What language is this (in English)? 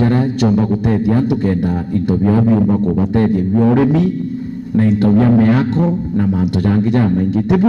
Meru